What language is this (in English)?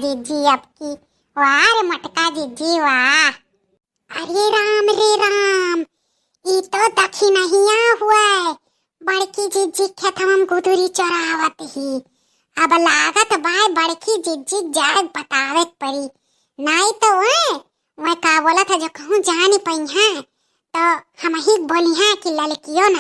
Awadhi